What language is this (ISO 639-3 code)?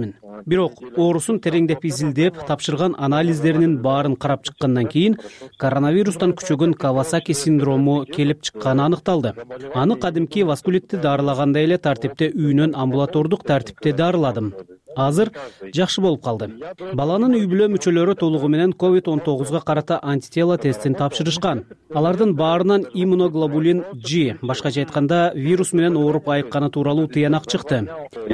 kir